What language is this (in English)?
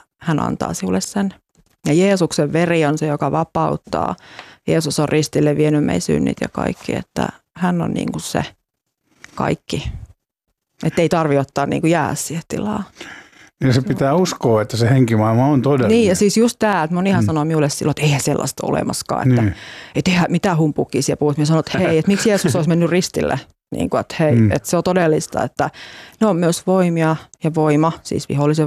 Finnish